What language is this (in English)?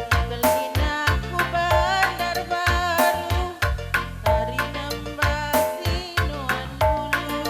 Batak Karo